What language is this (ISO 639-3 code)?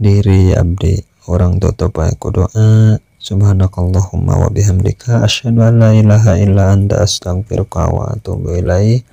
sun